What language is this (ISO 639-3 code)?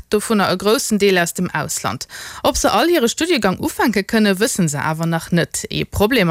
ltz